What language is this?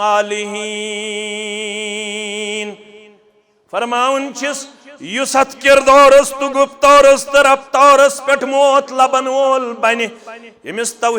Kashmiri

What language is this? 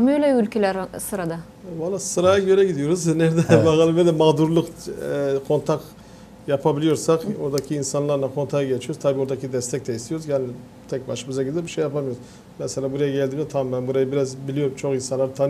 Gagauz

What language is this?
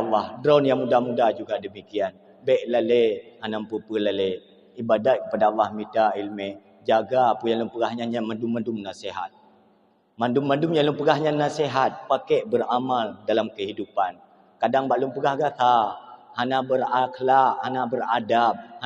Achinese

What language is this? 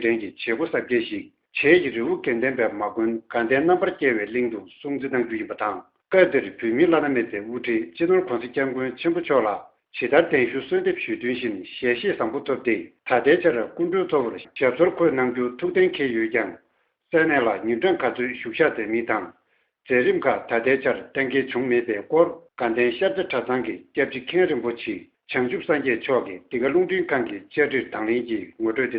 Tibetan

